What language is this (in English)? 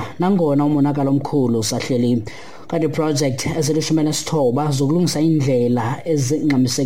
Xhosa